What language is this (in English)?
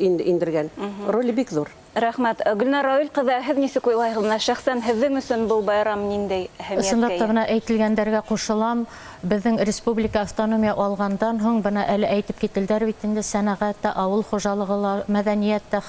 Bashkir